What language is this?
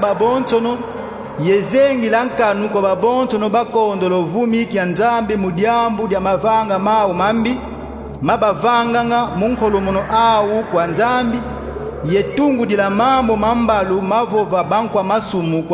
Kongo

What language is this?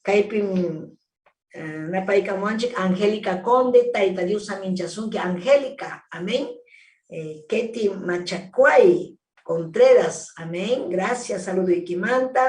Ayacucho Quechua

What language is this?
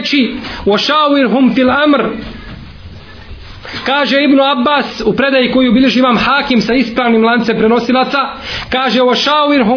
Bosnian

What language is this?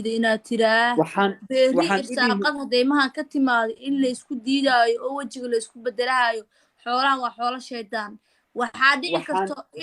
Somali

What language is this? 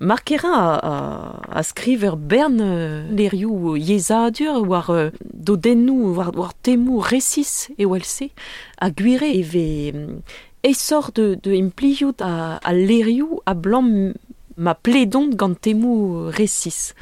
Breton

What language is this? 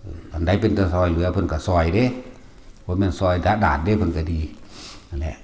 Northeastern Thai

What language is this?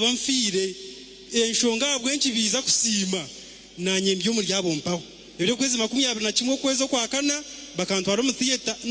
Nyankole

